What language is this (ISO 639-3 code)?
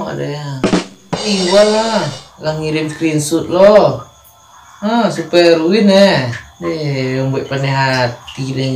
min